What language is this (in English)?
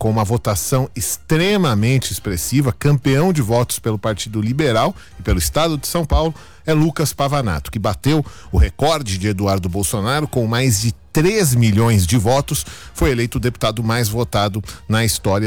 Portuguese